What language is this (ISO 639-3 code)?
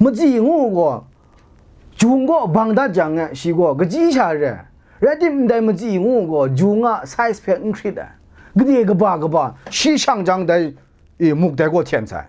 kac